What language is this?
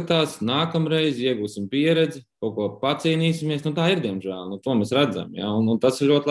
Latvian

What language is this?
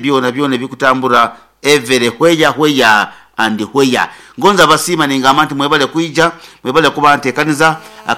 Nyankole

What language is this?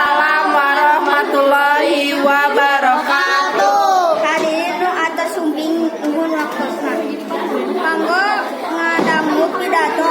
Sundanese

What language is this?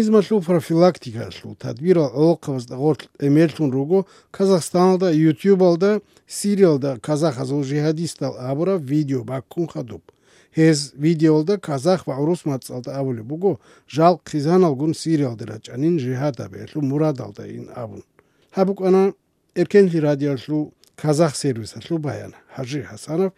Avaric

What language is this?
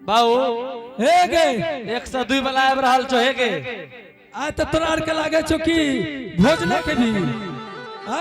Angika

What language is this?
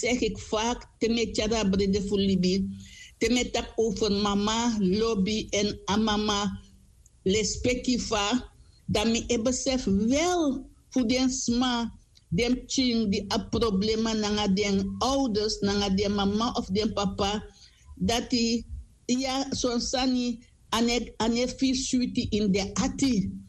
Sranan Tongo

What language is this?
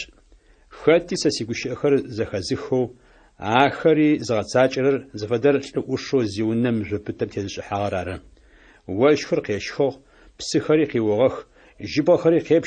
Adyghe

